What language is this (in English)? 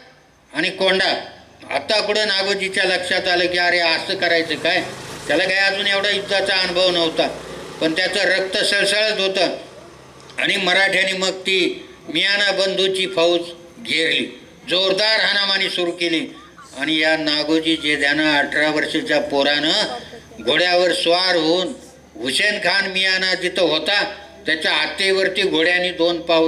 Marathi